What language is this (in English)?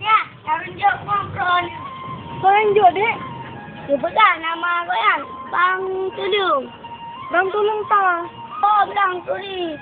Achinese